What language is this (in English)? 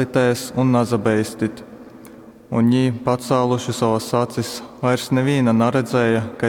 Latgalian